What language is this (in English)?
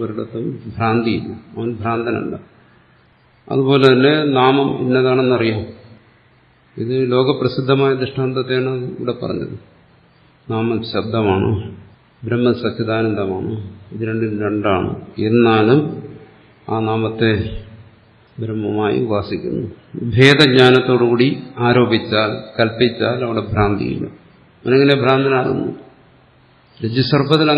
Malayalam